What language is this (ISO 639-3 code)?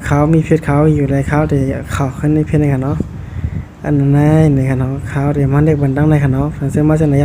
shn